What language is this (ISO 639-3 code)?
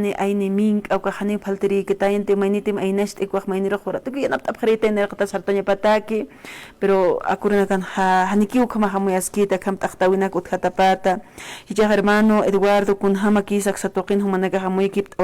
aym